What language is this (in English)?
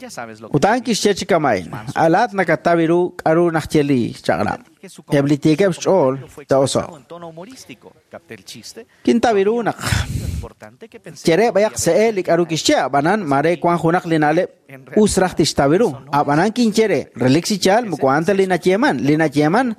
Kekchí